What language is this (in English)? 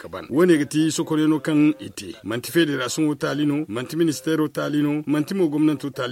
Zarma